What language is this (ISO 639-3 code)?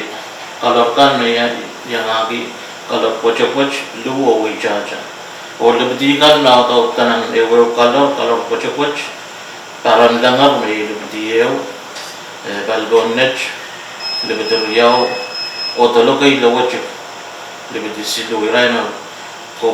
pon